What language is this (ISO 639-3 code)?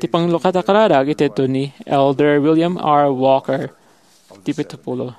ilo